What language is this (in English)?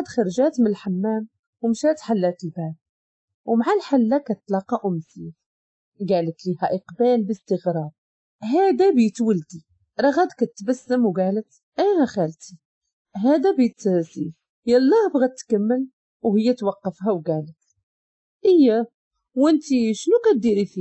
Moroccan Arabic